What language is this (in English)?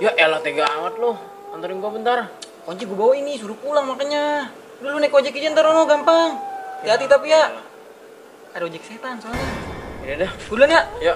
Betawi